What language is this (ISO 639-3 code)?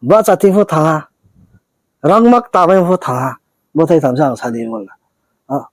ria